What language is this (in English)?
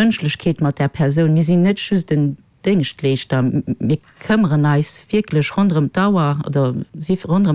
Luxembourgish